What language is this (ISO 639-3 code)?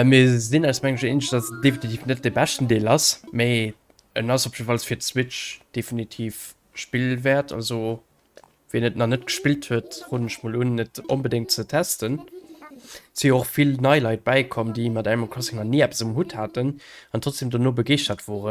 ltz